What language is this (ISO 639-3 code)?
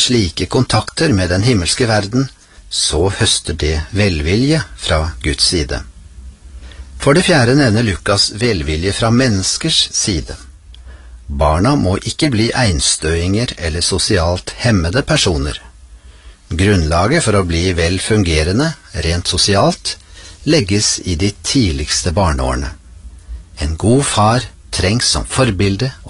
nor